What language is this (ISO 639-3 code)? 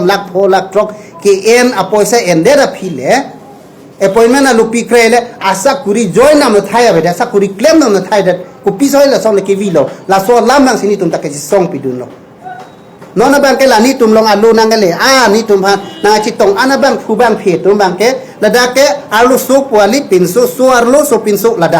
mjw